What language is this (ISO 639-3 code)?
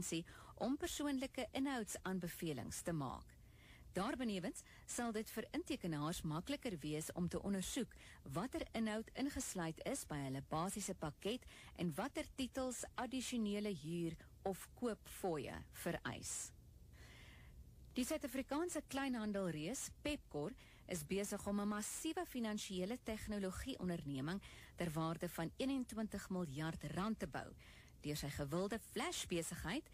afr